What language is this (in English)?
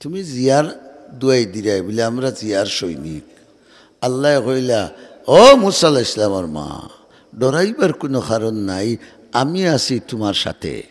Sylheti